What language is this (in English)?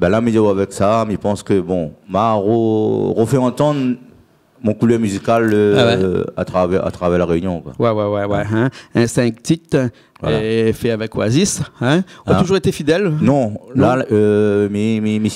Réunion Creole French